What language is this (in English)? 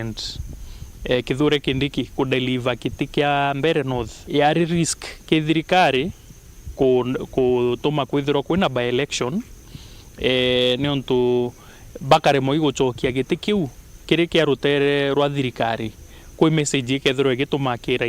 Meru